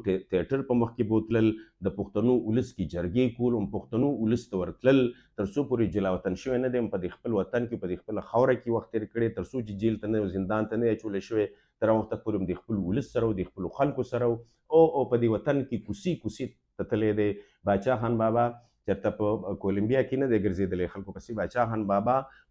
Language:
Pashto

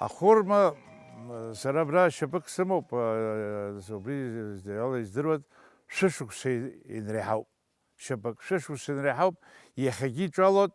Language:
Abkhazian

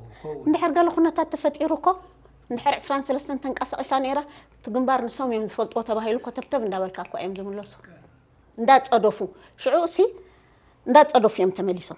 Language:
Tigrinya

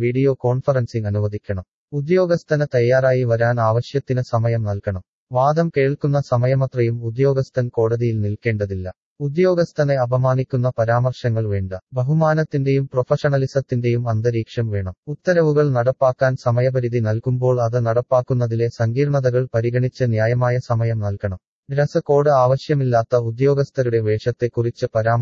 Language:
Malayalam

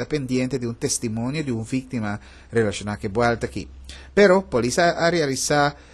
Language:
Papiamento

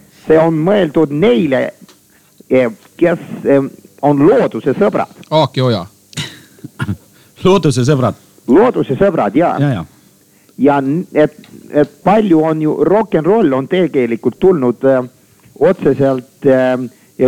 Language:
Estonian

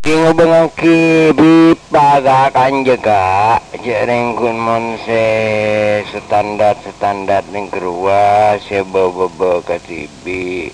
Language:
Madurese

